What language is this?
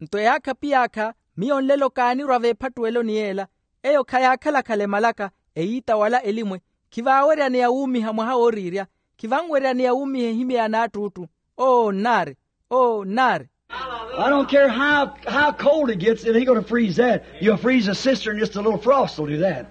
Makhuwa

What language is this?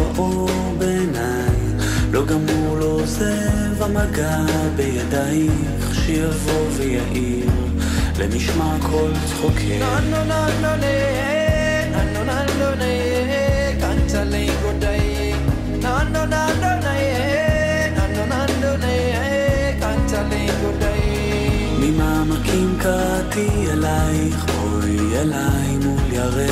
Hebrew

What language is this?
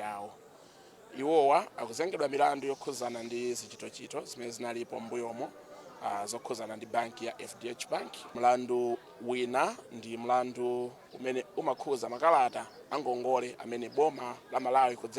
Nyanja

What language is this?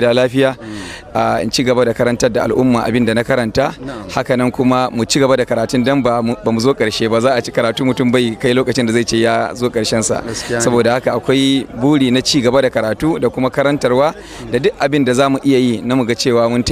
Hausa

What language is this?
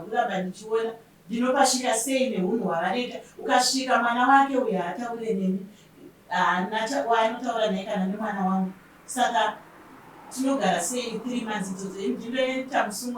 Shona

